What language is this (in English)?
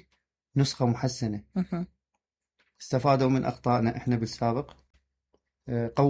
Mesopotamian Arabic